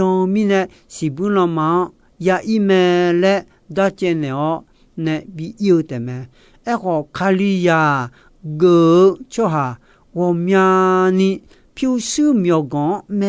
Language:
Akha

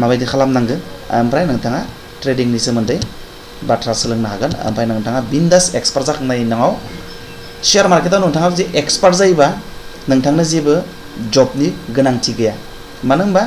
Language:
Bodo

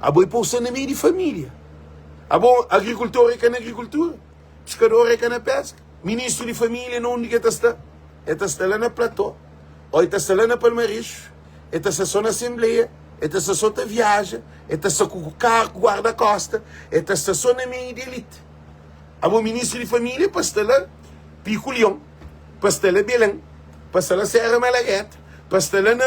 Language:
Kabuverdianu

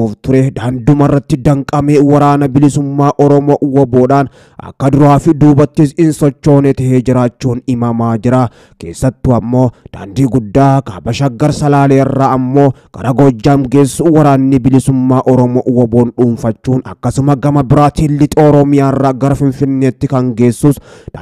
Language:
Oromo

